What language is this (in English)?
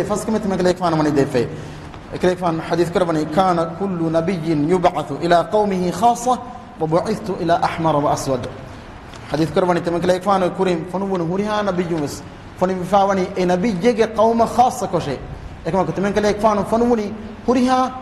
Divehi